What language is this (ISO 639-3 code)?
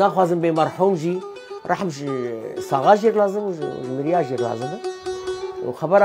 kur